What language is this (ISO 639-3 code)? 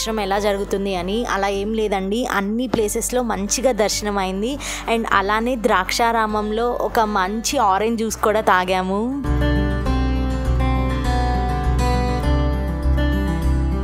tel